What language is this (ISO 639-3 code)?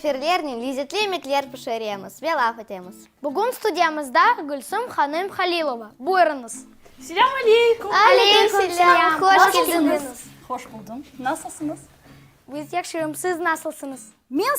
crh